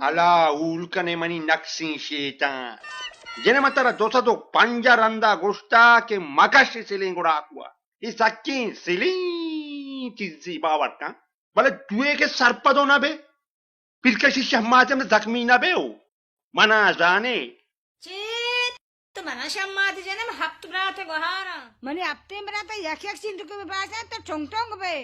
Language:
Baluchi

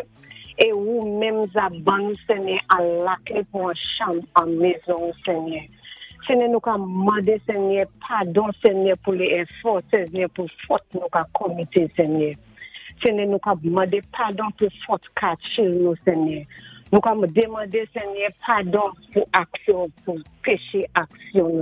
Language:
Saint Lucian Creole French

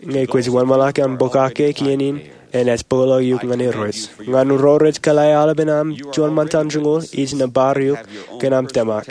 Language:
Marshallese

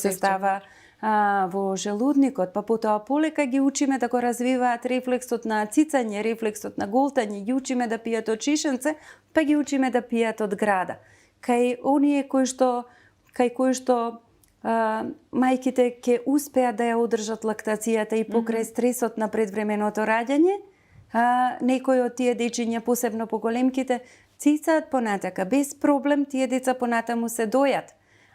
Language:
Macedonian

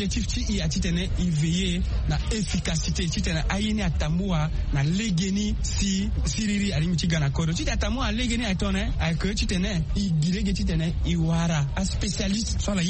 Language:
Sango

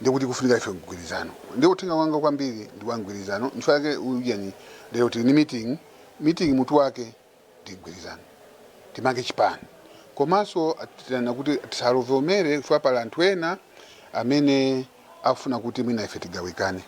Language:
Nyanja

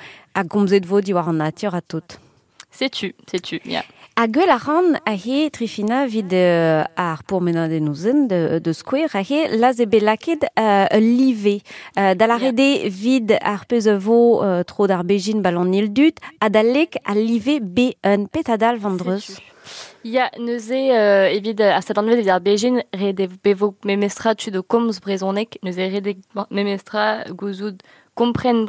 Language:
Breton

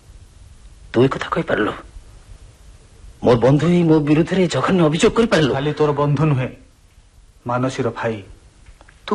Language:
Odia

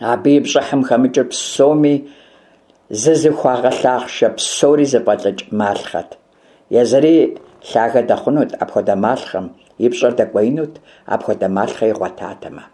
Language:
Kabardian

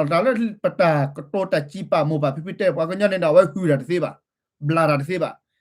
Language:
S'gaw Karen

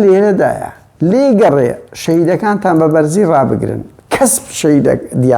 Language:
Central Kurdish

